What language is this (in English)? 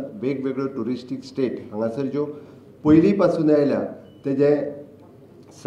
Konkani